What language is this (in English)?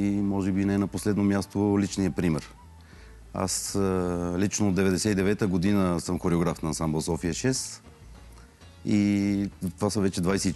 Bulgarian